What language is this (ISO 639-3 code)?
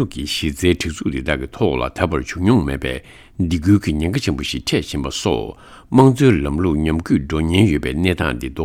bod